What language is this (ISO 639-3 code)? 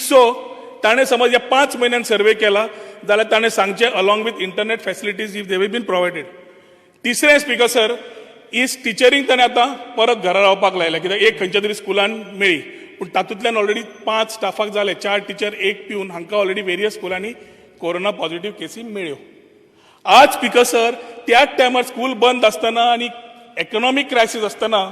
kok